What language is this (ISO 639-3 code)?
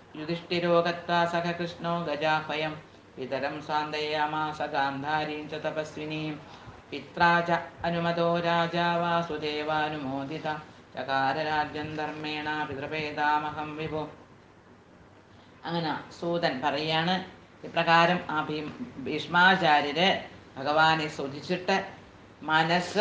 mal